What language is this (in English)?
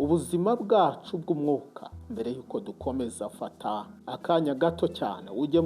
Kinyarwanda